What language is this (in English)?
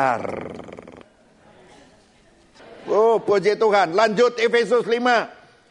Indonesian